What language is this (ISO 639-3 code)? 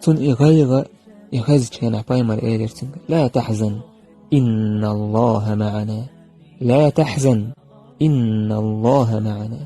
che